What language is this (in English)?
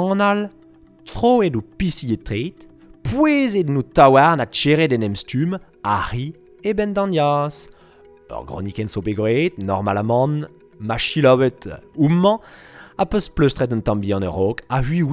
Breton